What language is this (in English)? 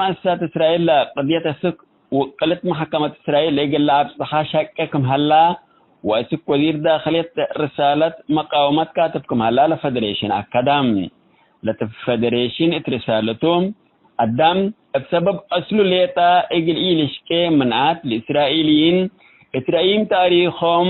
Tigre